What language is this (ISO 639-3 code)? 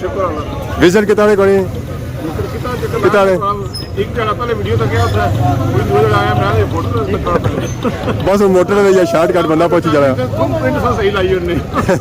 phr